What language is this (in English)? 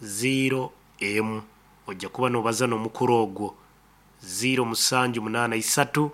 Nyankole